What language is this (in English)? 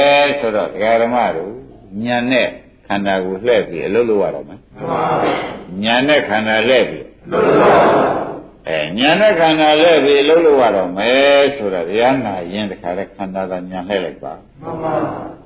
Burmese